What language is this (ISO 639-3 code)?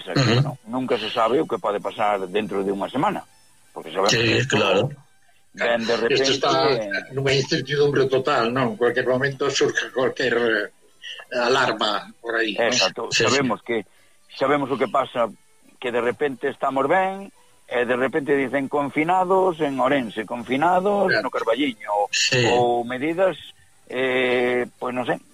glg